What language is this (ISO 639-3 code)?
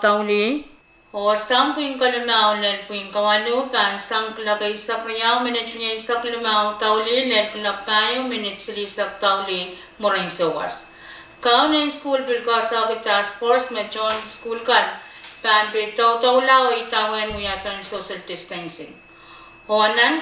pon